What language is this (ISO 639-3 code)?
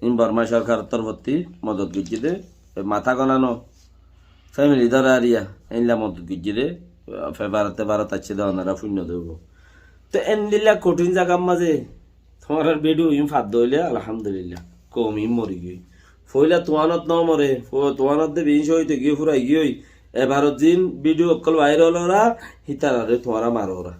rhg